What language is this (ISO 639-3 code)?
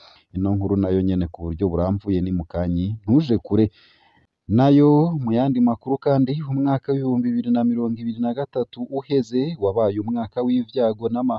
run